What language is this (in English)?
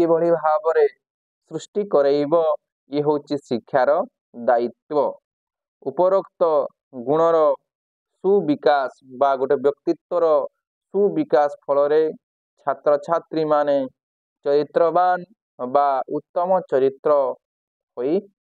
Odia